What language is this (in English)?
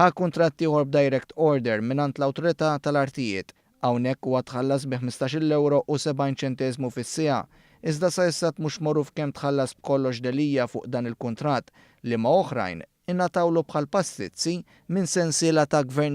Maltese